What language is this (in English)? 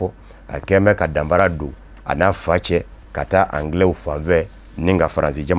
Bambara